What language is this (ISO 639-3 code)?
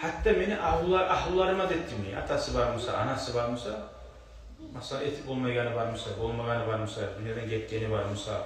kum